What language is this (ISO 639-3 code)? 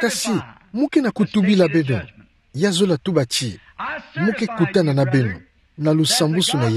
ktu